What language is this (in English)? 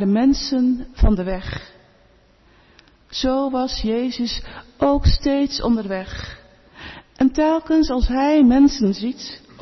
Dutch